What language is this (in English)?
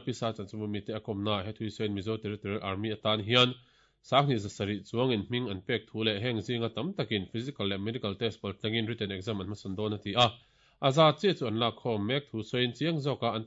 Mizo